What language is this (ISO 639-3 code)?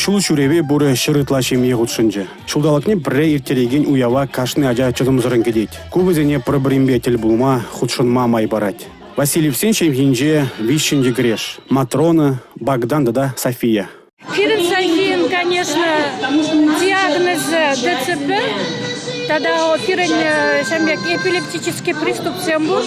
chv